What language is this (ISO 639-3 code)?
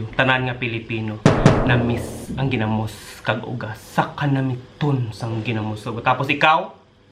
hil